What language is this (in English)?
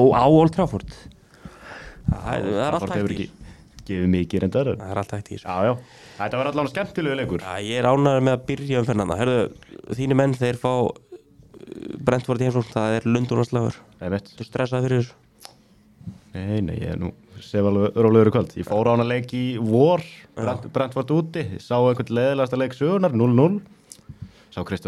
Icelandic